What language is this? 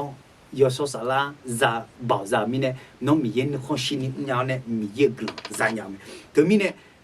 Akha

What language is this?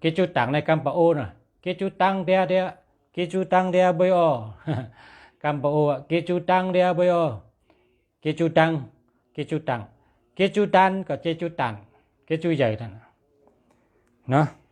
Shan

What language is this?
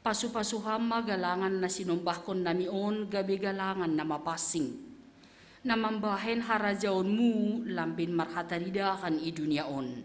Batak Simalungun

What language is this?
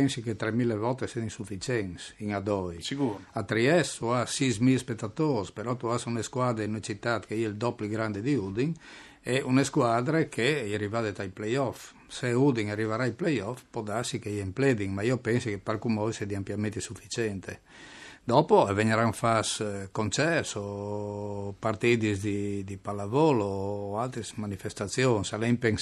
Friulian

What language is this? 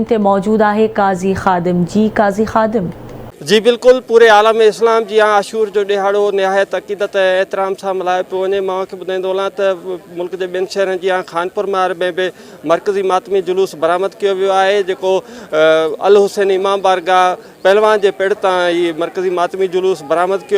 Sindhi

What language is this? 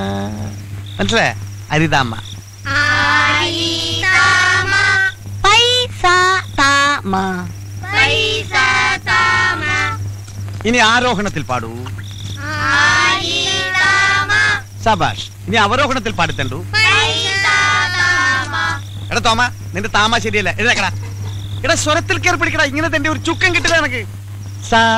Malayalam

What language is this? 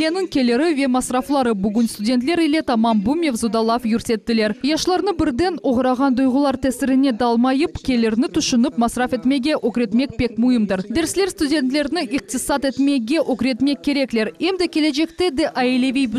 Crimean Tatar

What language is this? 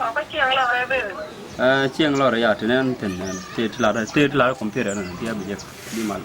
Nuer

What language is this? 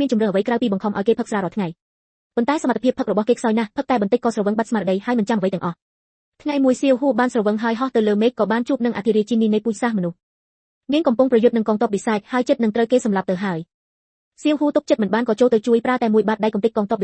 Khmer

